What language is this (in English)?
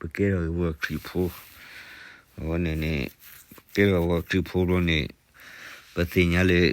S'gaw Karen